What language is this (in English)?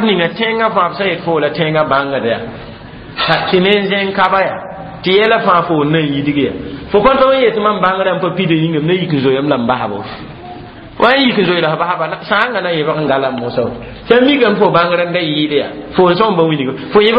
Mossi